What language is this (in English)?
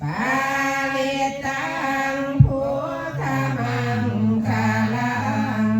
Pali